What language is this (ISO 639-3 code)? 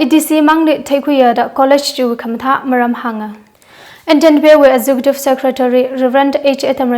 nmf